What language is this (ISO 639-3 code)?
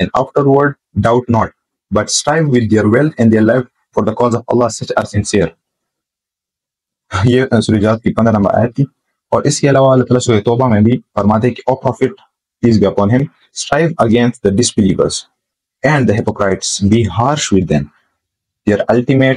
urd